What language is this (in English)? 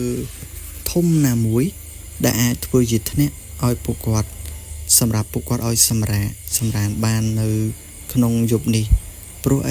Khmer